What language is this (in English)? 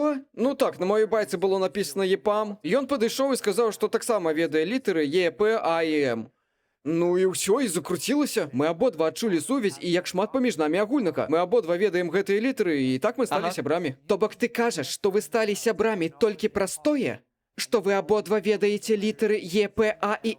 Belarusian